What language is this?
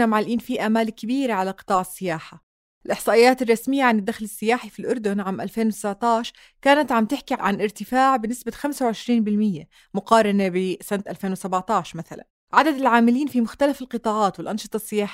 North Levantine Arabic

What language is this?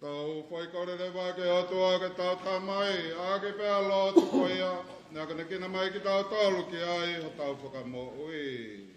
Tongan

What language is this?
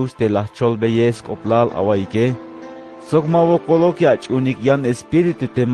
Tzeltal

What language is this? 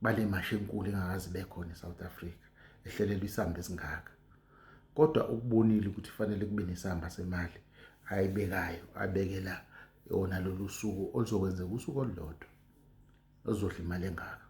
Zulu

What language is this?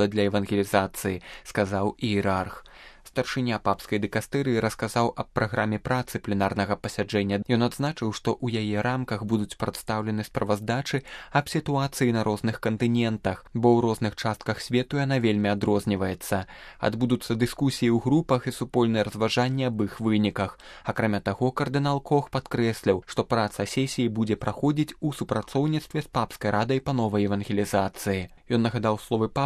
Belarusian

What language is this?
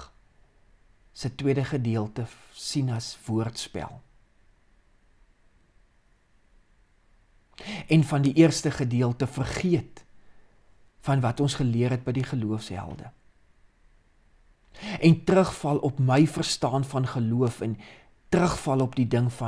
Afrikaans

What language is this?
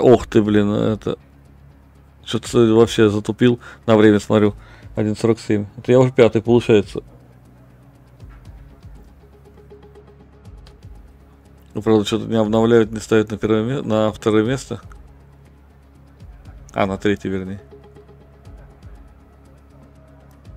Russian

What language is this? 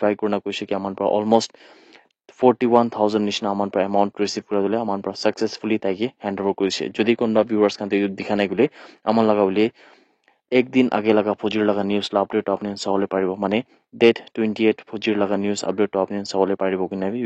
Naga Pidgin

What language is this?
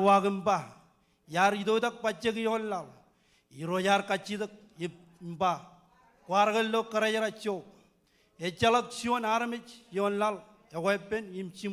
Marshallese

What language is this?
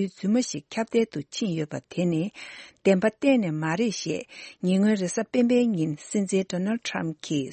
Tibetan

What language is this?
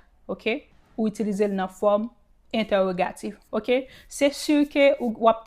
Haitian Creole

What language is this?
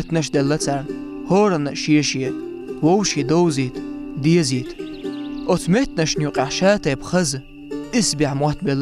Chechen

